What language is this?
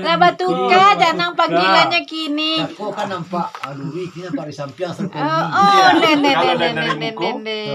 Minangkabau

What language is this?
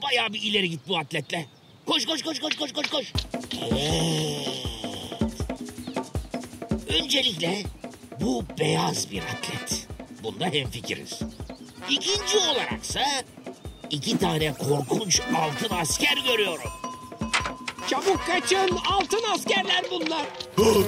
Turkish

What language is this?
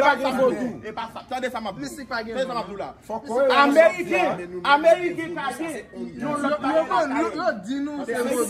Haitian Creole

